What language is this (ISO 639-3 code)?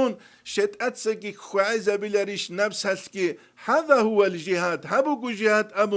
ava